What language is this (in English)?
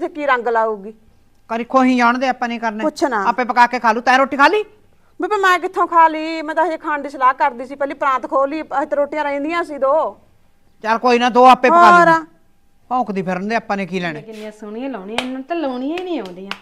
Punjabi